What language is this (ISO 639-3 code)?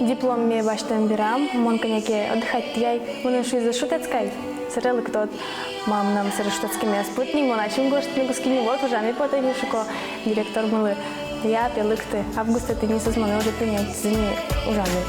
udm